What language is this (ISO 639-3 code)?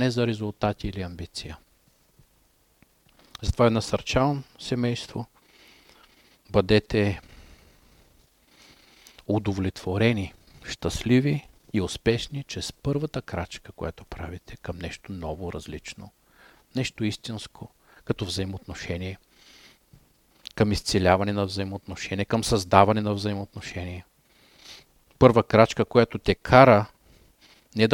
bul